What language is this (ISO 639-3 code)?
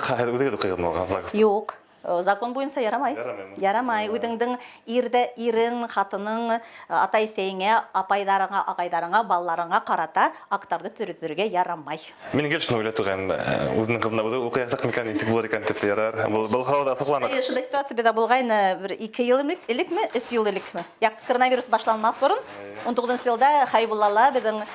bak